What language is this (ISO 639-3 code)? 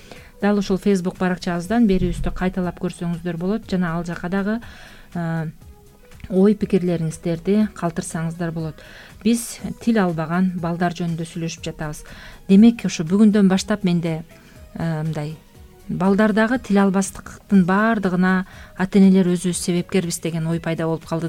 kir